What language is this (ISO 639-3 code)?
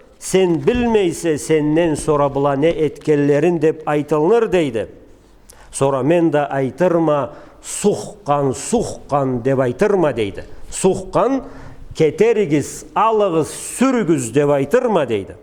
krc